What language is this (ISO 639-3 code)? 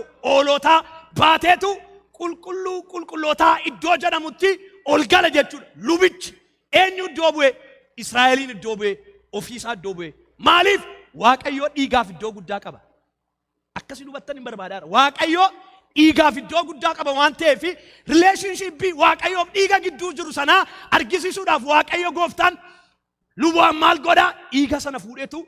orm